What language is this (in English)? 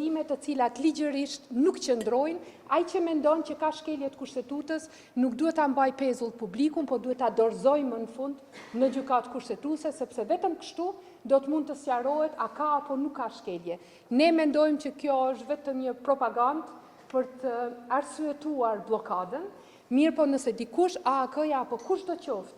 Albanian